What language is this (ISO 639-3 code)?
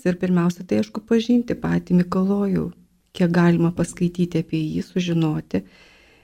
lit